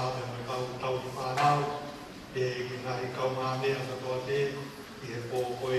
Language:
Tongan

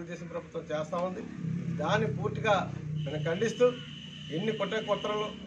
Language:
Telugu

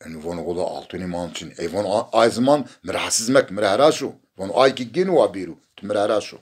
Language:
Zaza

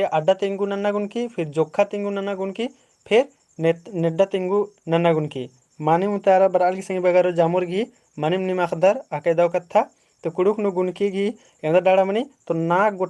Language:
Kurukh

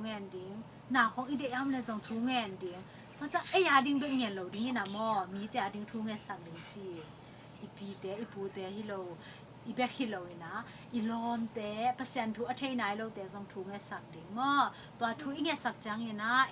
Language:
Tedim Chin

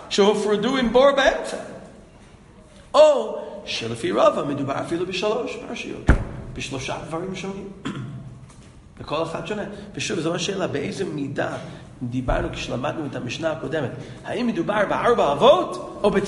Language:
Hebrew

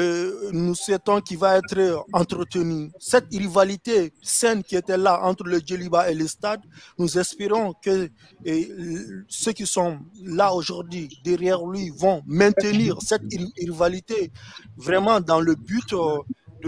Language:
French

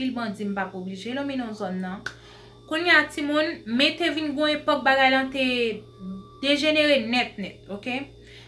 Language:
Haitian Creole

